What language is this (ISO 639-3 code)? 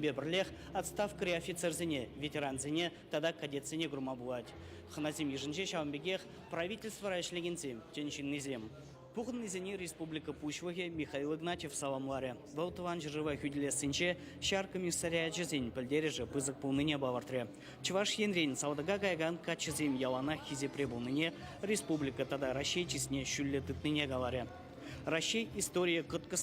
chv